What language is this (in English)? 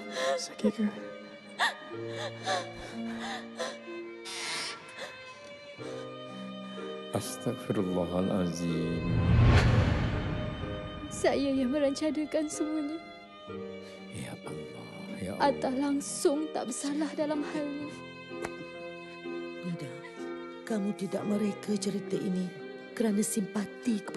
Malay